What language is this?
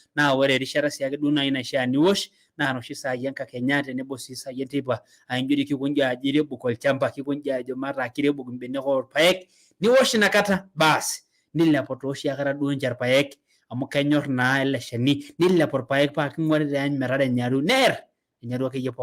Masai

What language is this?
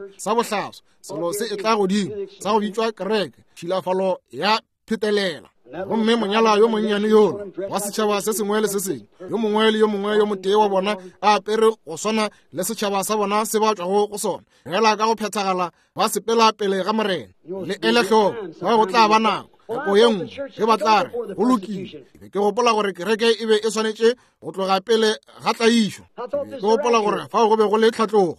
Northern Sotho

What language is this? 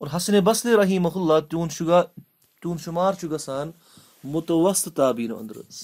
Kashmiri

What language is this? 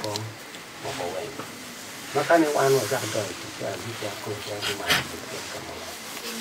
Acoli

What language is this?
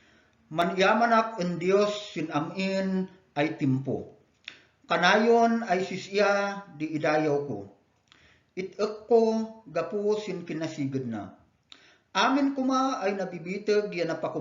Kankanaey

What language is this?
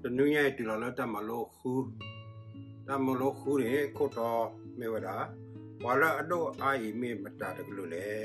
S'gaw Karen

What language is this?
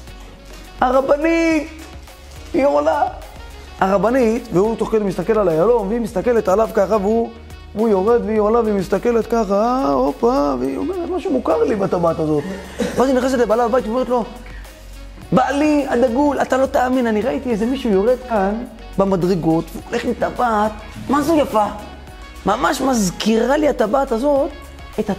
Hebrew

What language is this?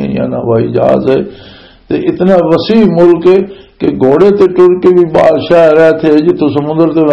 Western Panjabi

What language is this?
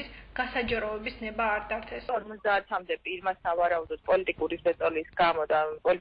Georgian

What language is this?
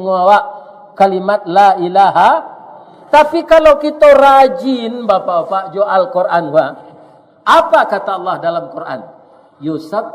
Minangkabau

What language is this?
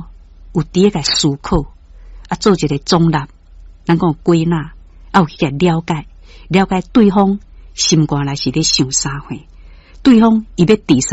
Min Nan Chinese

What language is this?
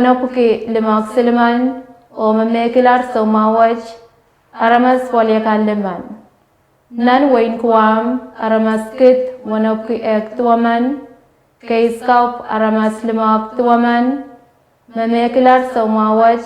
Pohnpeian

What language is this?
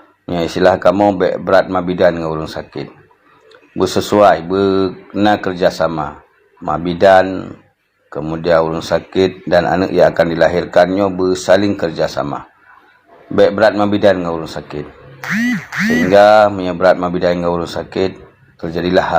Achinese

